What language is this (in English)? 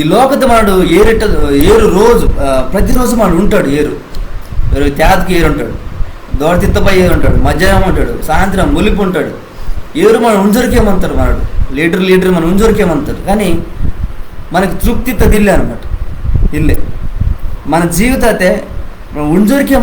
Koya